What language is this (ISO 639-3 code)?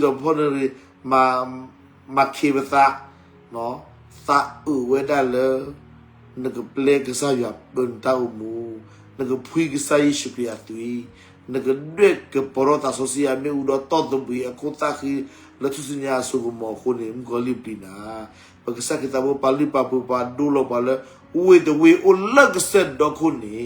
ksw